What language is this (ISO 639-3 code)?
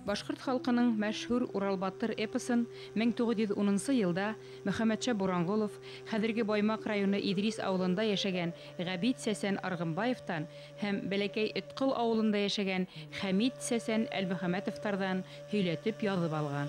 bak